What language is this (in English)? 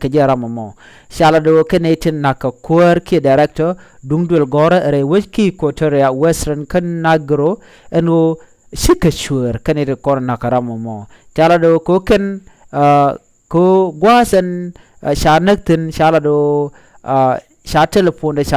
Nuer